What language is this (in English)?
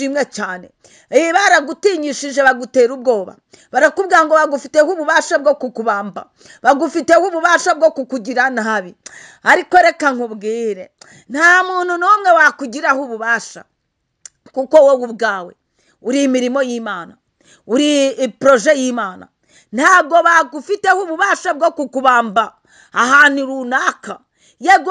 Kinyarwanda